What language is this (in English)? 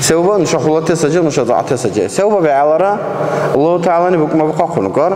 Dargwa